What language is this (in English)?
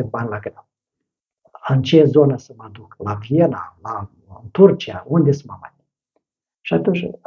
Romanian